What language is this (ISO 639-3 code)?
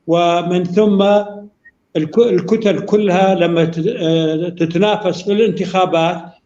apc